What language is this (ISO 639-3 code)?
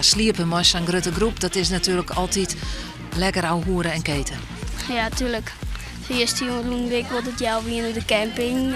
fry